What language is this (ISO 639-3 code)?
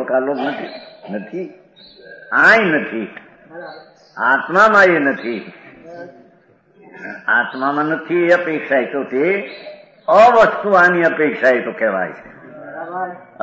guj